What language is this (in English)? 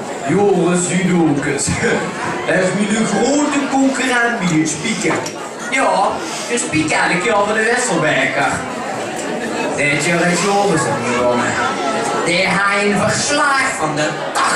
Dutch